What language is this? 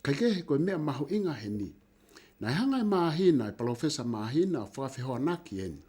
Tongan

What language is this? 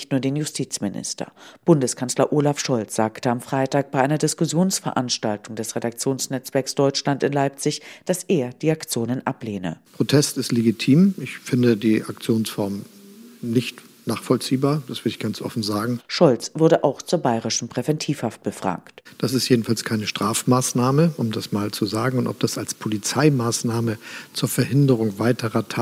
German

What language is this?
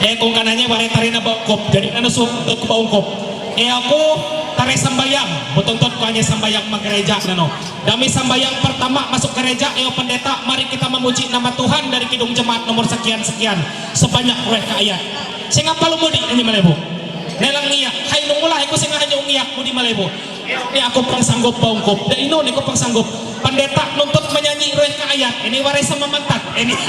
Ma'anyan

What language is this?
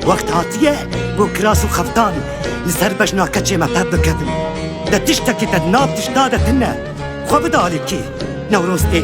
Kurdish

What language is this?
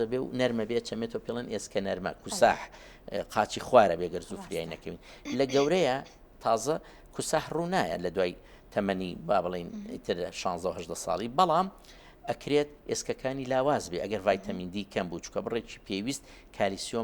Central Kurdish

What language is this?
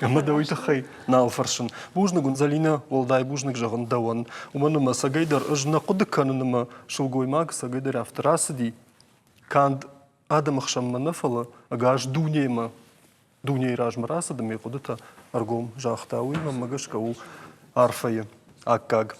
Ossetic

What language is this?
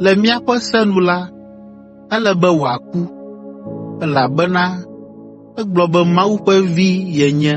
Ewe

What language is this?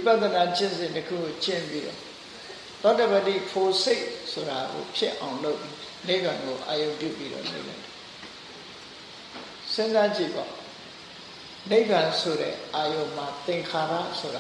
Burmese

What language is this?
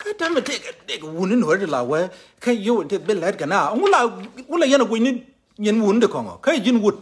Nuer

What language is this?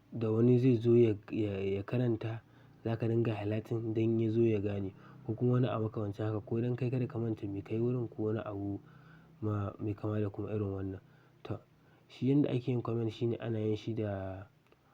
Hausa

